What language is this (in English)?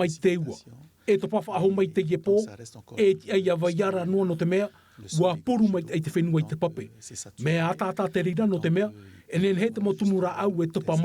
Tahitian